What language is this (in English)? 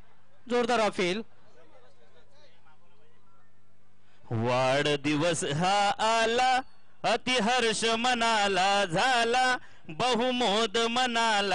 Marathi